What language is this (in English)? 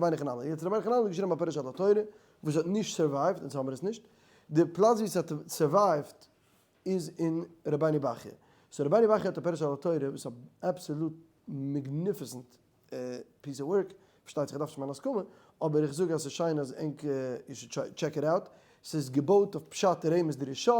Yiddish